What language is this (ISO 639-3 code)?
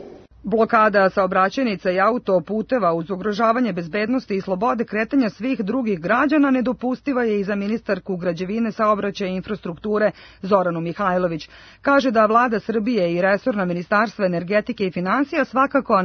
srp